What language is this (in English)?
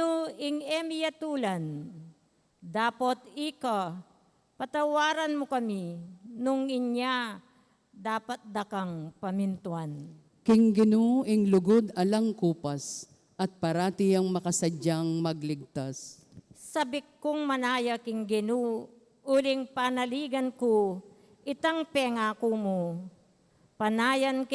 Pampanga